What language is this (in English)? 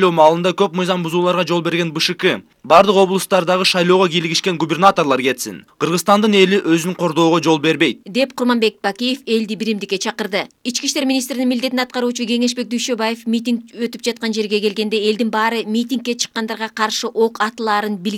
Kyrgyz